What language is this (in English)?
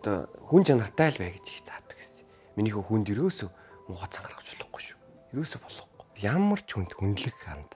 Mongolian